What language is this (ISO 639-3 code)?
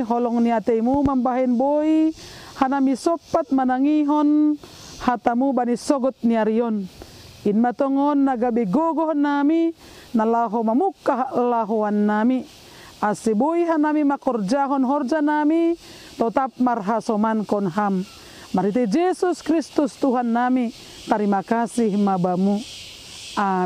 bts